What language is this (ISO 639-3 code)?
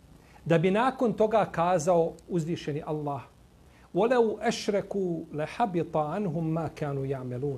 bos